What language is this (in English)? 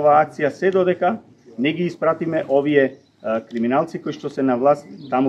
Macedonian